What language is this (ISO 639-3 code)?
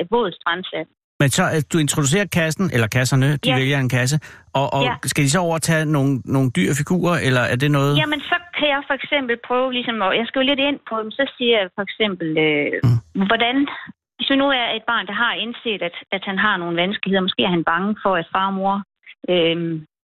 dan